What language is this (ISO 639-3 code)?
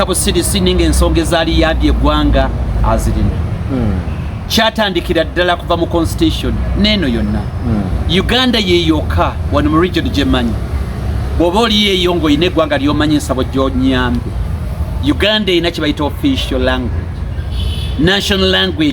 lug